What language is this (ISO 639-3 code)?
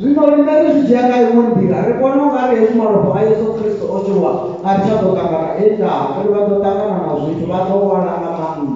ven